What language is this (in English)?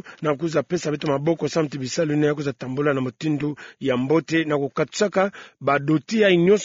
Kituba (Democratic Republic of Congo)